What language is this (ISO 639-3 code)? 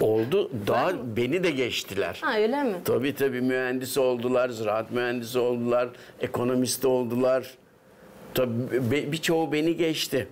gag